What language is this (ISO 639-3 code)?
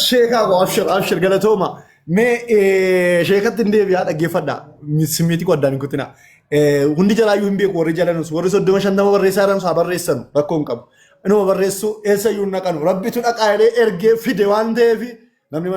orm